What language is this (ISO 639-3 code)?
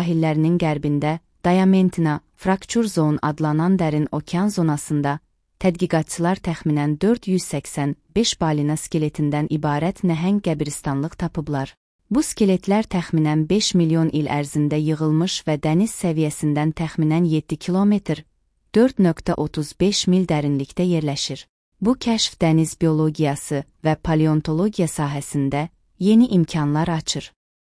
aze